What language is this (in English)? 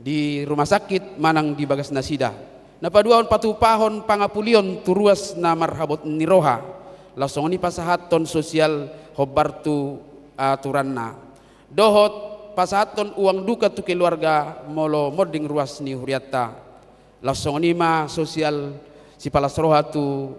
Batak Toba